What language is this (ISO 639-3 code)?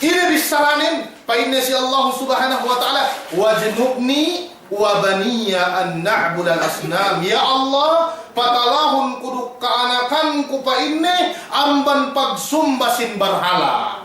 yka